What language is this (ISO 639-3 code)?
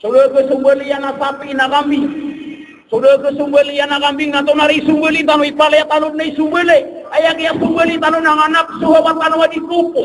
mrw